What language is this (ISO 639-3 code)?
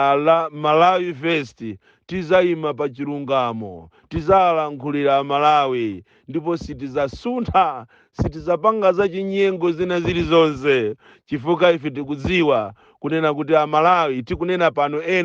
nya